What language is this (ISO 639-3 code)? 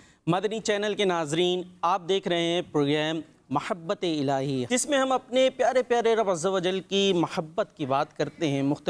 urd